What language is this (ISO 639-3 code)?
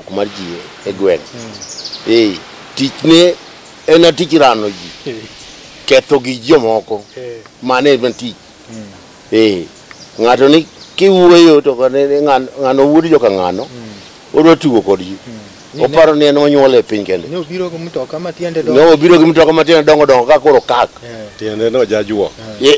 luo